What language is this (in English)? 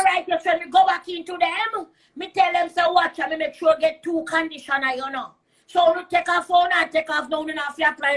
Jamaican Creole English